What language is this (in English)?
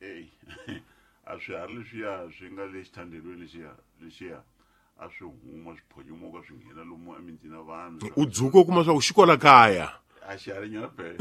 Tsonga